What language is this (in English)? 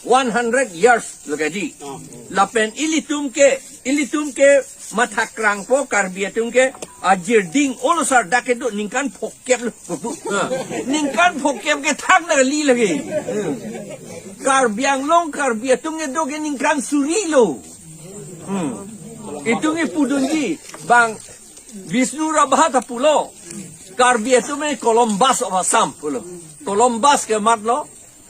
Karbi